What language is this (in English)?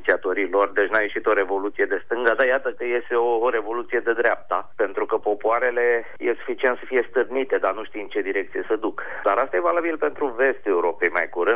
Romanian